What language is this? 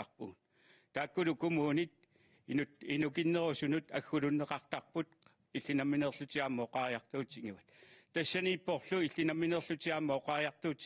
Kalaallisut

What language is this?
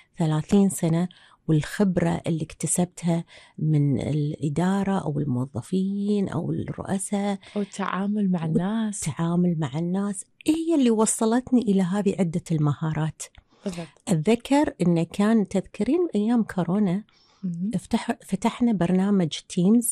Gulf Arabic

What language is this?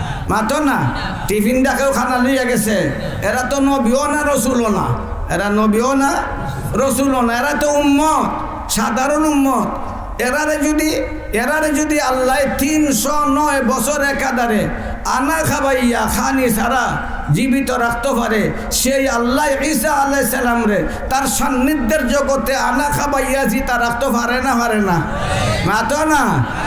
Sylheti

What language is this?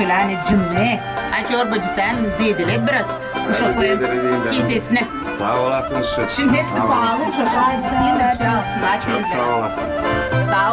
Gagauz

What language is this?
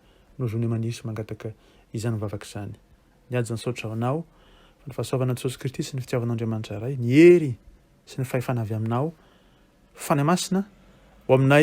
Malagasy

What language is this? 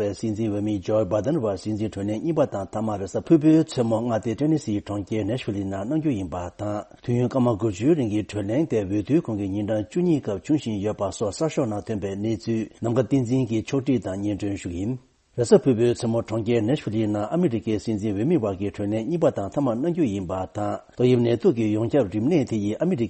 Tibetan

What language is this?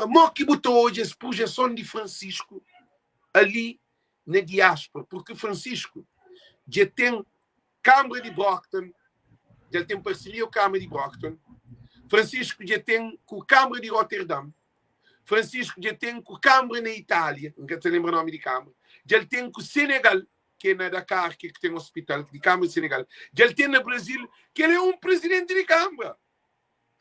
Kabuverdianu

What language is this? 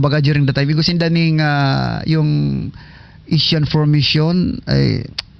Bikol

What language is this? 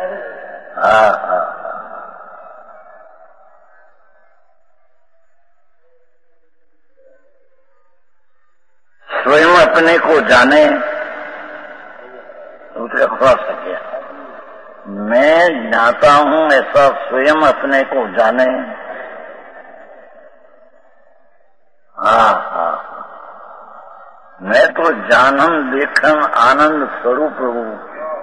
Hindi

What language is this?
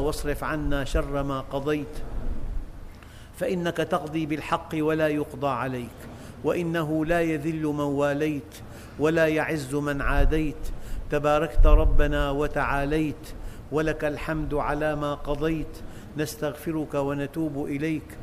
Arabic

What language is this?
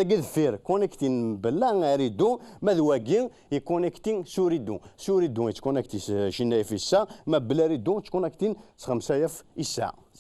Kabyle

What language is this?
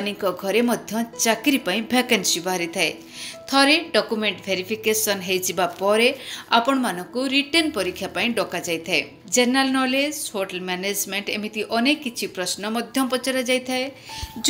Odia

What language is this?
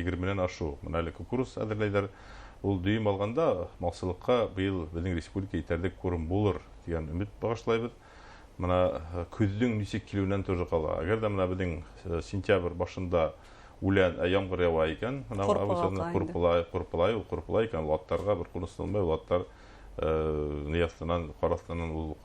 Bashkir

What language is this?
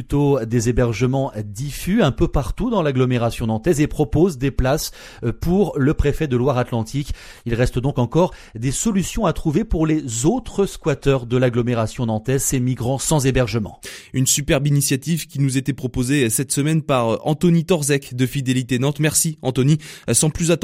French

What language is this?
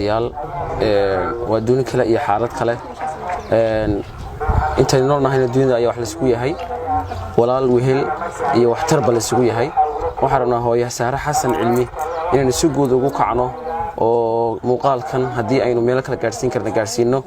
Somali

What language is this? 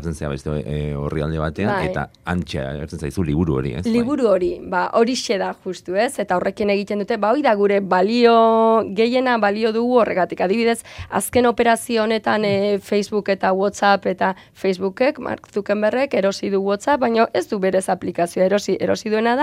Basque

